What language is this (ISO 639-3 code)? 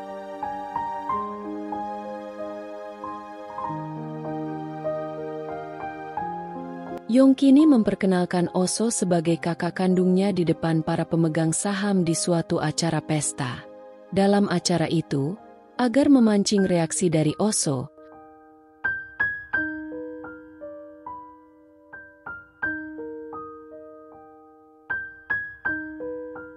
ind